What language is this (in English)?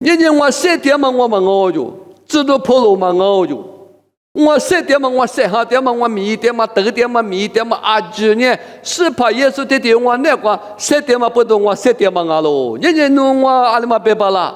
Lisu